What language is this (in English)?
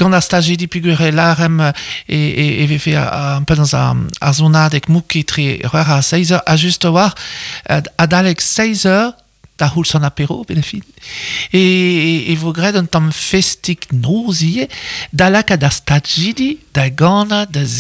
Breton